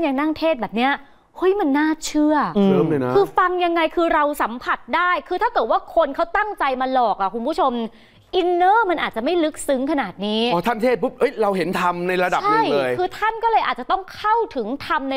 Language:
Thai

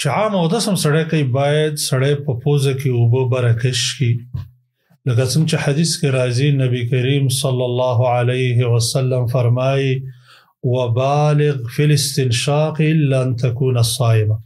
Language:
Pashto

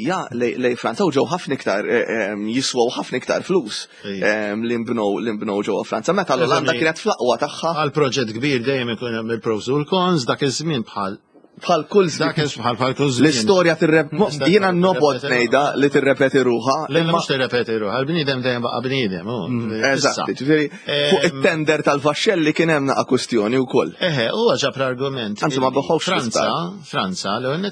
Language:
Maltese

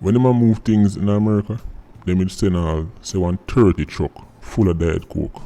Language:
Jamaican Creole English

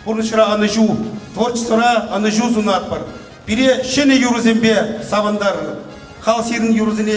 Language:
Chuvash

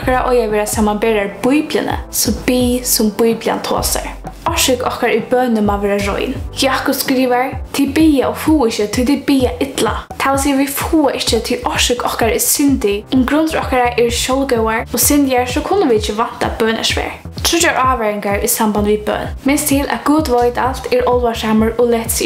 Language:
Faroese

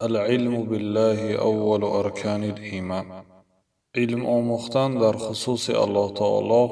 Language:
Tajik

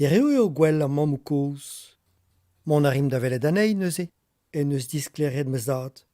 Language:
Breton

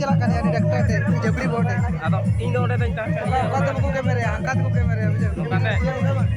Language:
Santali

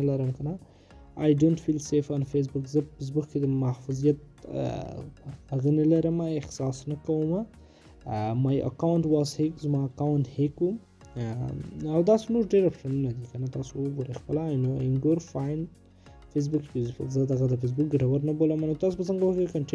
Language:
Pashto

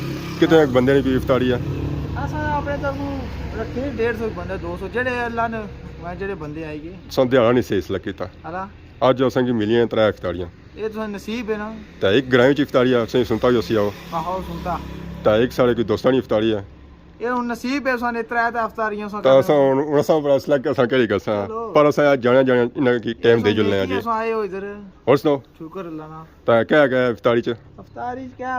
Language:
Pahari-Potwari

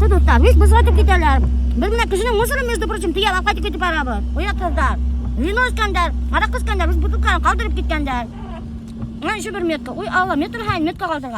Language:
Bashkir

